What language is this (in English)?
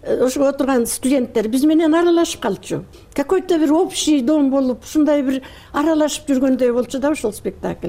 Kyrgyz